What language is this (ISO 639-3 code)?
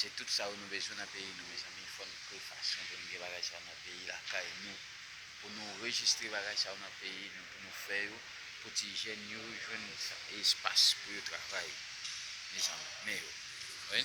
hat